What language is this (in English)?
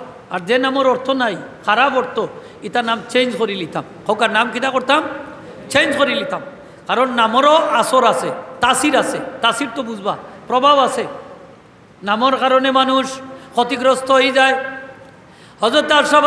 Sylheti